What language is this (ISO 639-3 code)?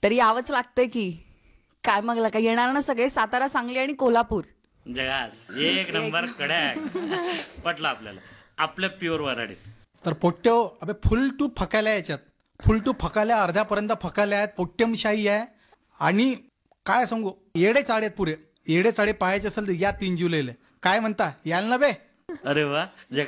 mar